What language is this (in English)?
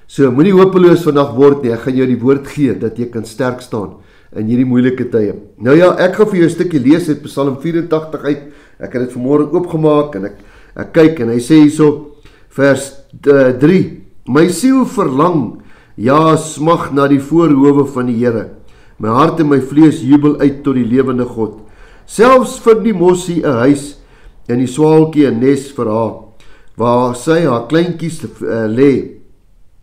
Afrikaans